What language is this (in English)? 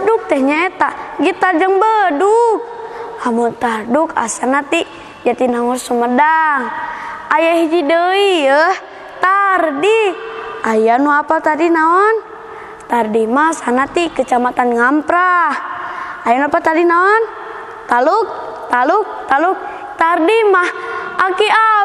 Sundanese